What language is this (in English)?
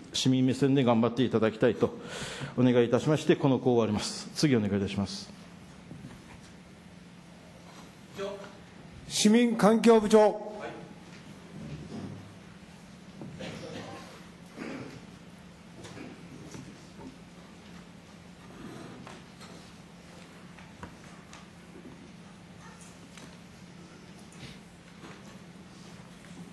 Japanese